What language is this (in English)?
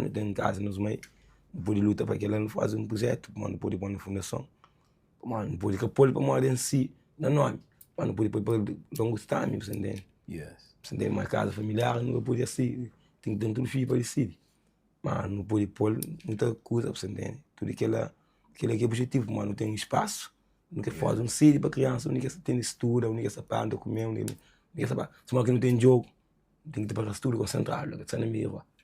Kabuverdianu